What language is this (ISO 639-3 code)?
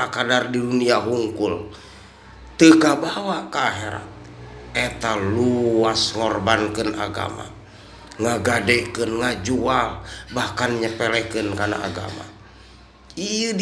sun